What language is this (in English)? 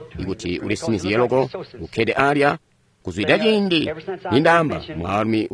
Tonga (Zambia)